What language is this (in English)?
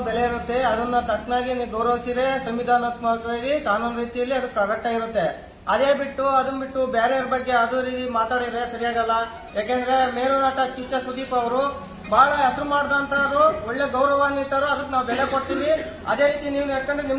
Kannada